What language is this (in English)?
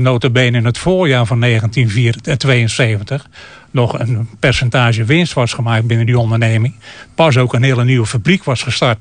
Dutch